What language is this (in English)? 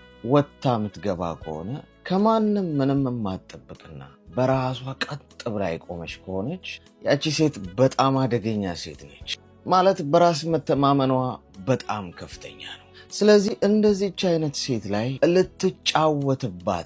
Amharic